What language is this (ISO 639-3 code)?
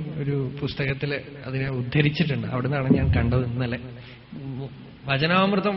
mal